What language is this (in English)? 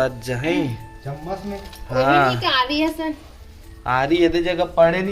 Chhattisgarhi